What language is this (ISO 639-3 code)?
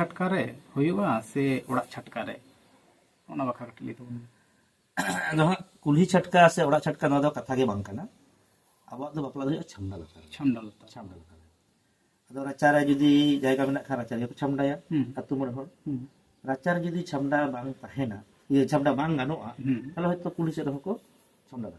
sat